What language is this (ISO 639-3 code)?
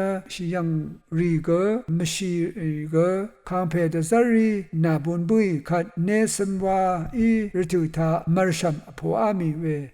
raw